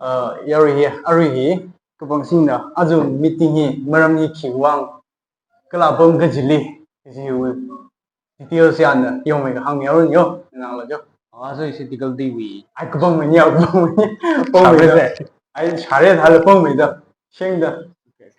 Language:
Tangkhul Naga (India)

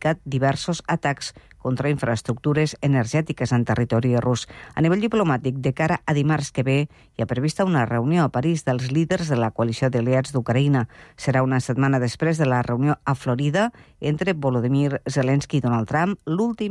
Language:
Catalan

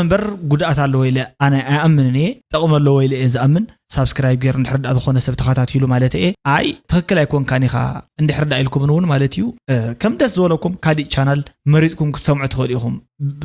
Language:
Tigrinya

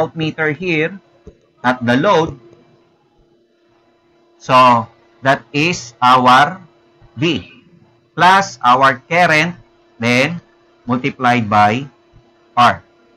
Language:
Filipino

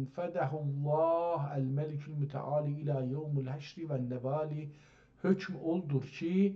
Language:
South Azerbaijani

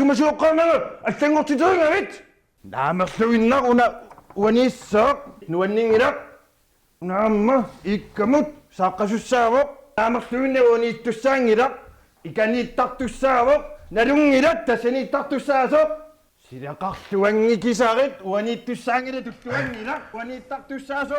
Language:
Kalaallisut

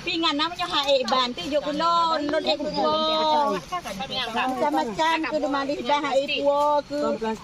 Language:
Achinese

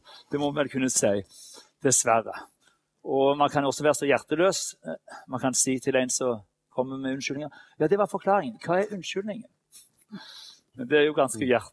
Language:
Norwegian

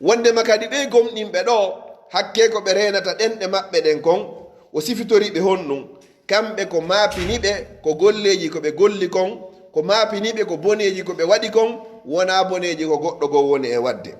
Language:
Fula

